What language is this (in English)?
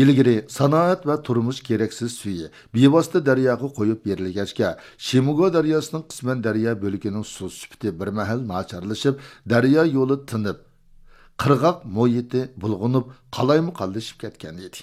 Uyghur